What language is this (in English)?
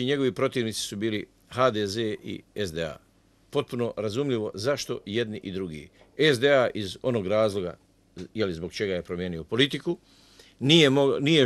Bosnian